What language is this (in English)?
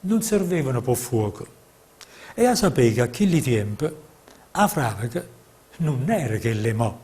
Neapolitan